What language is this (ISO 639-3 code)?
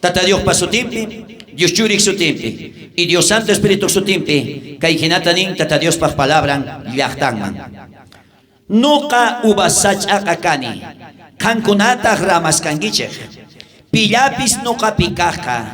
quh